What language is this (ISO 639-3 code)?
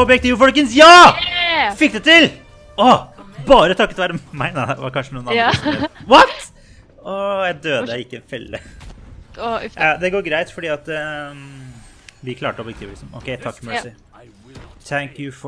nor